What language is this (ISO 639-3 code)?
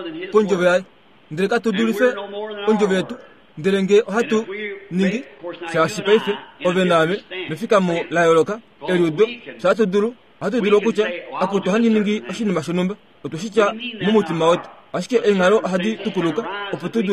kua